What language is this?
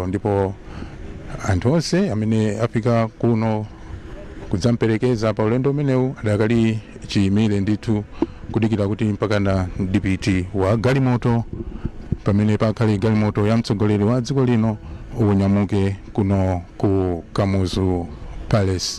Nyanja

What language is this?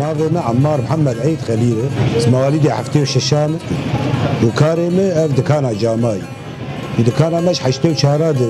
Kurdish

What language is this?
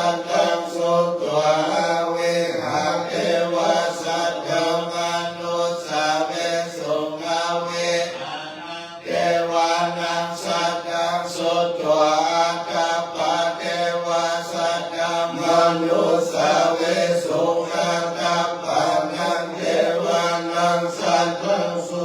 Pali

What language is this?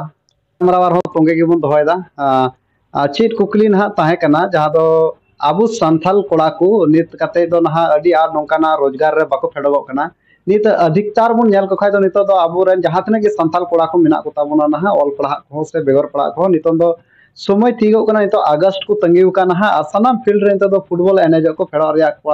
Santali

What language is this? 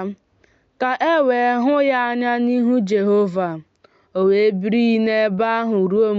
Igbo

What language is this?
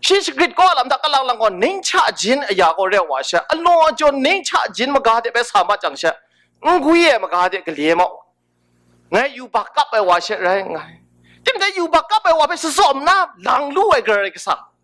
Kachin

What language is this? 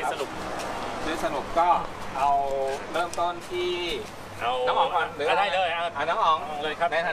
Thai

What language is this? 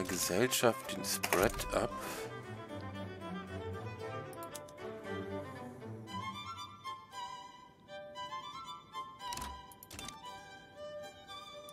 German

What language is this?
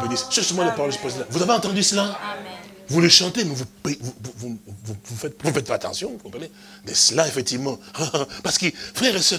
French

